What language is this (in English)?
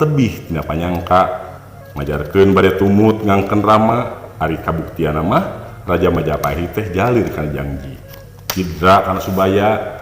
Sundanese